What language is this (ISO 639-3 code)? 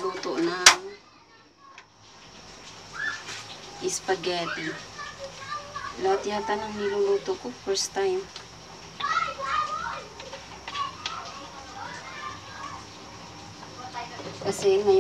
fil